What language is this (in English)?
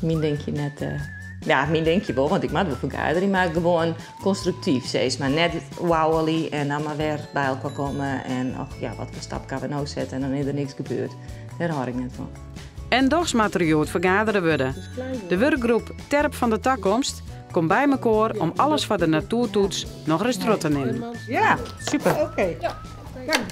Western Frisian